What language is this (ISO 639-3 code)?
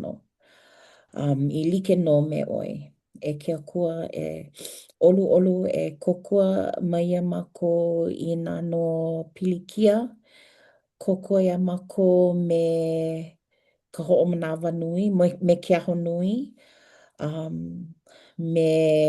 haw